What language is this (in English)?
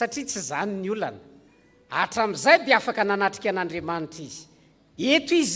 Malagasy